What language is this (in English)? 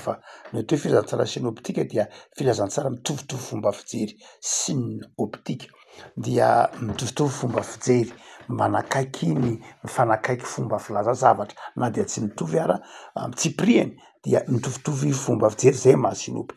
Malagasy